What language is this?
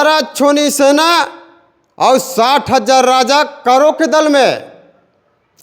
Chhattisgarhi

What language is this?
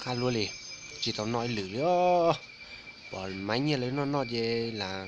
Hmong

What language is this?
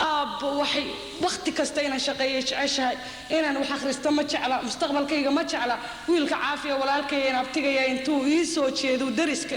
Somali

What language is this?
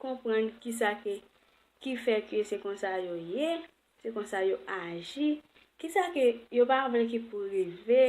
Haitian Creole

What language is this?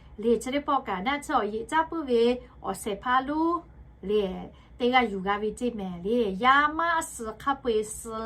Lahu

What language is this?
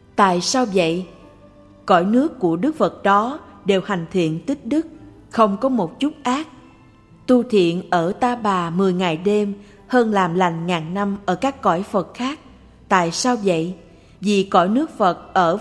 Vietnamese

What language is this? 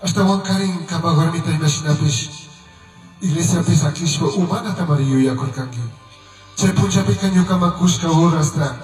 Chimborazo Highland Quichua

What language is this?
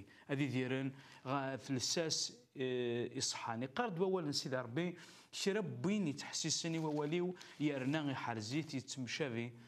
Kabyle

